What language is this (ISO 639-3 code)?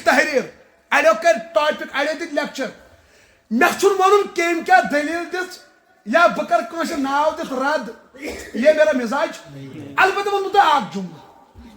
kas